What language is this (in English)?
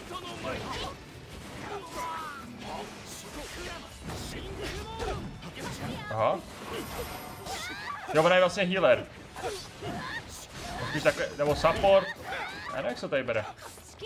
Czech